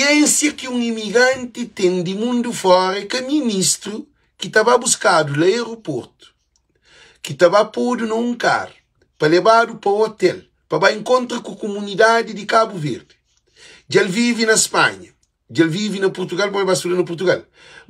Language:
Kabuverdianu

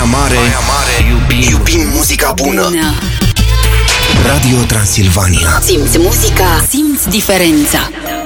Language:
Romanian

